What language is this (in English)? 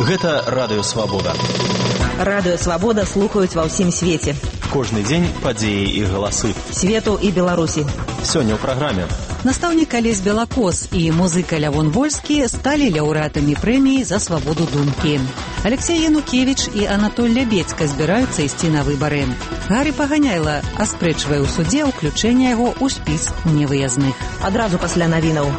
Belarusian